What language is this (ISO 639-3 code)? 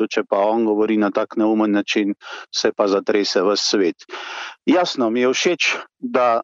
slv